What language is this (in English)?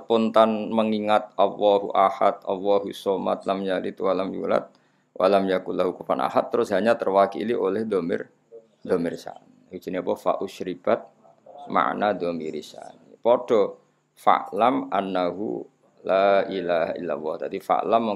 Javanese